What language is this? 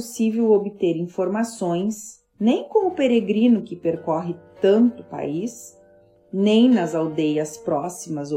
Portuguese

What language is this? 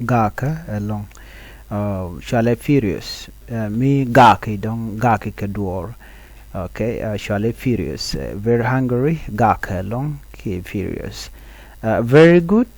Nuer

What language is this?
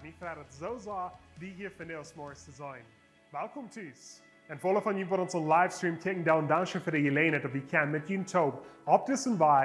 Plautdietsch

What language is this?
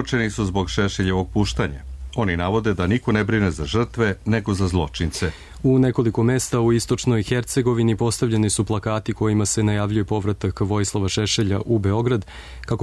Serbian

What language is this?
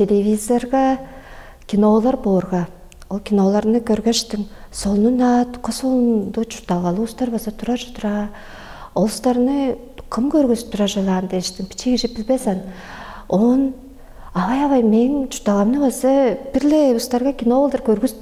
Tuvinian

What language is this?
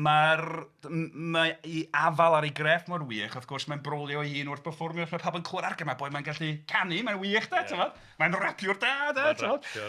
Welsh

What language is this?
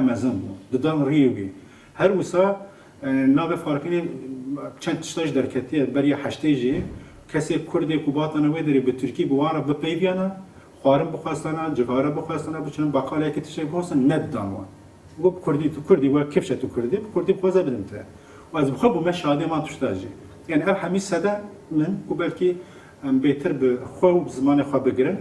Kurdish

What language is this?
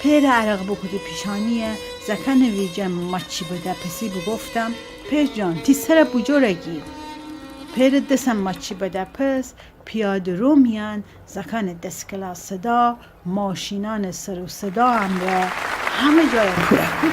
Gilaki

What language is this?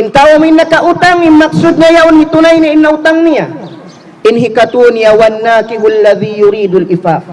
Tausug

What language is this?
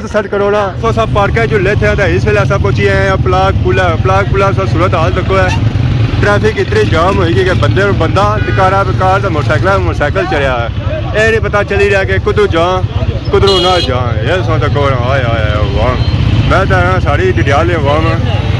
Pahari-Potwari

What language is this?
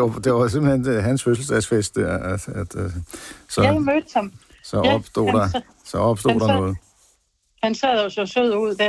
Danish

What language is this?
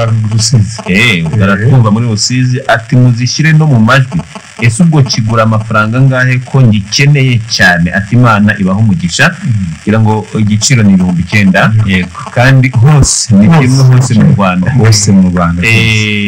Kinyarwanda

